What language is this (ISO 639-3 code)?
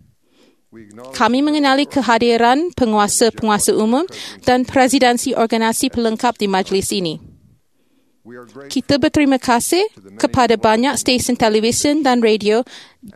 msa